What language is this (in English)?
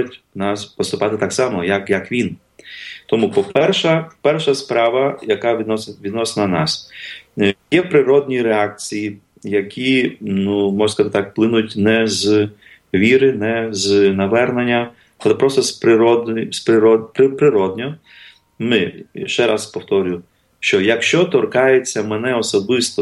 Ukrainian